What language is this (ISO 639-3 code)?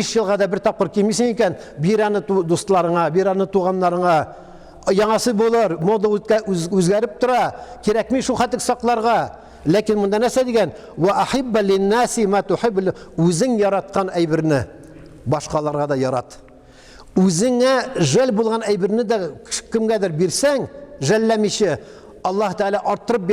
tat